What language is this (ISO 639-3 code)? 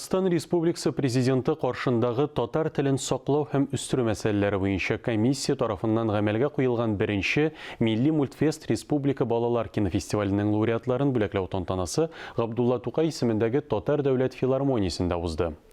tat